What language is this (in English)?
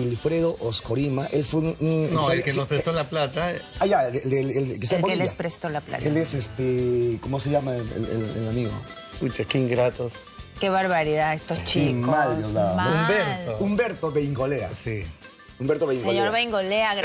Spanish